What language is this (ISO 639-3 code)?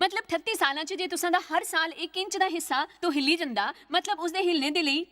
doi